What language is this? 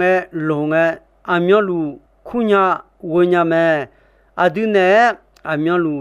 Akha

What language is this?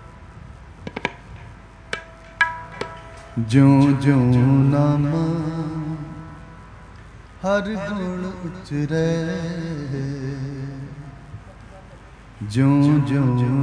Punjabi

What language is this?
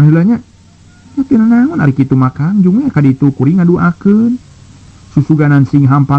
Sundanese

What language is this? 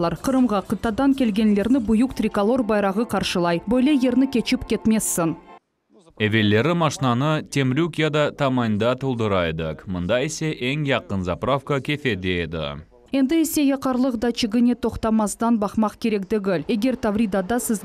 Crimean Tatar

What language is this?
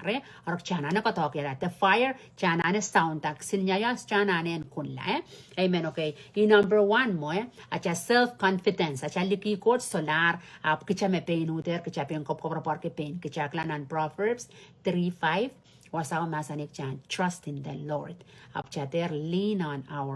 Pohnpeian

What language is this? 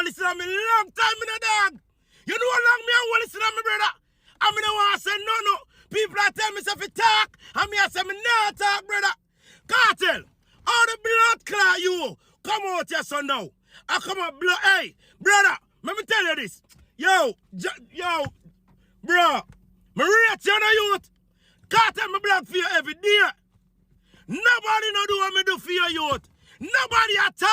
Jamaican Creole English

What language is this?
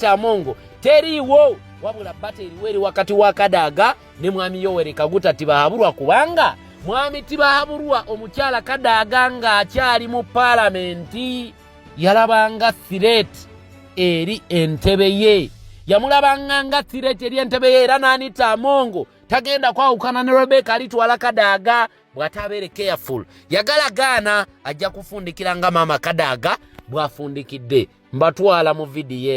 Ganda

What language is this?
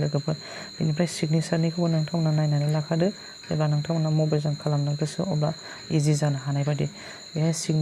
Bodo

